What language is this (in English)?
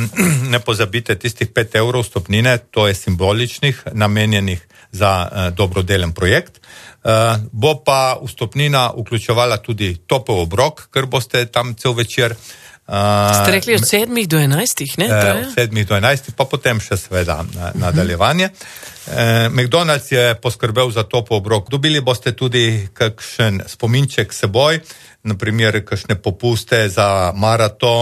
Slovenian